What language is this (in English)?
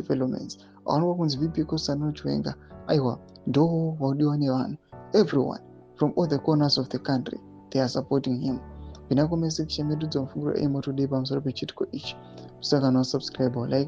Shona